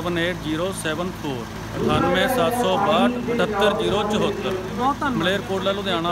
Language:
Punjabi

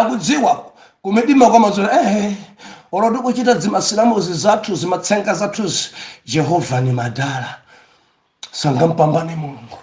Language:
Nyanja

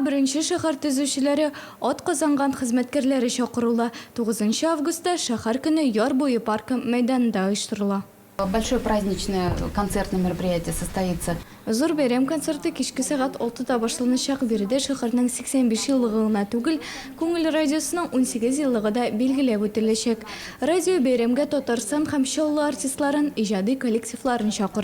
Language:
Tatar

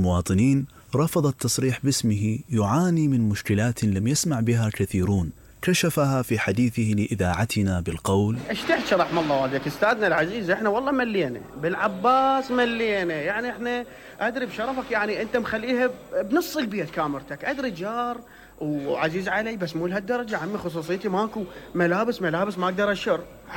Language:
Mesopotamian Arabic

